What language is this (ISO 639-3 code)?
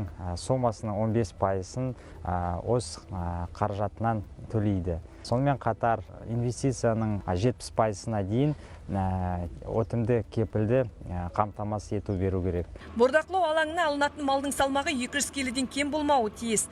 kaz